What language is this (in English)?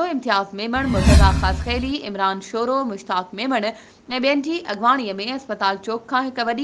Sindhi